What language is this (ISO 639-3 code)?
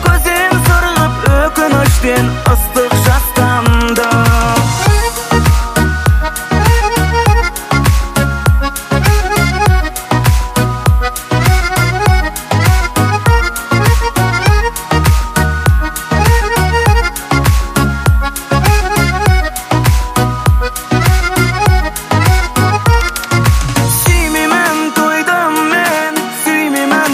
kaz